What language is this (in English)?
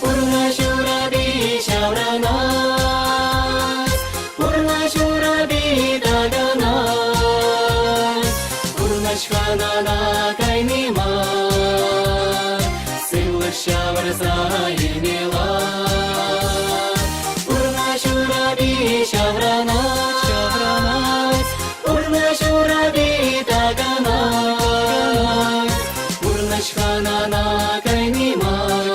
Chuvash